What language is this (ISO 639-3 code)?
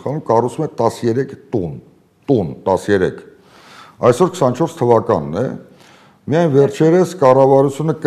hye